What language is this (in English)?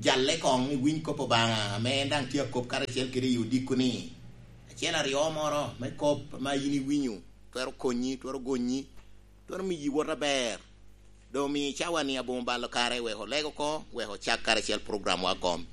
Lango (Uganda)